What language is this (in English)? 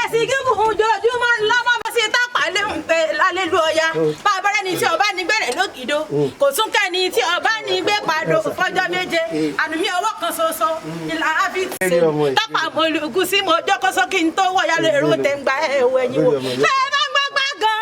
Yoruba